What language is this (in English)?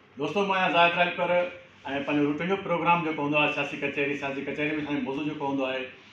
Sindhi